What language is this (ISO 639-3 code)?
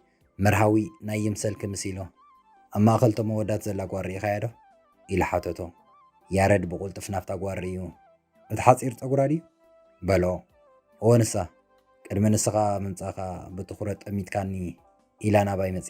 tir